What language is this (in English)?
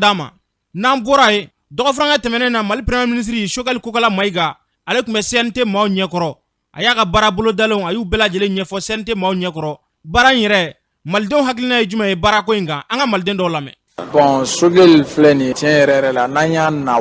Bambara